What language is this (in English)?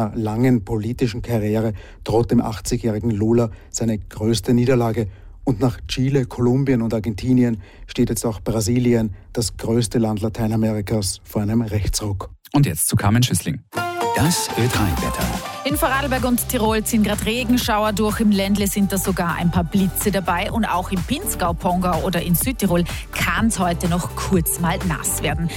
German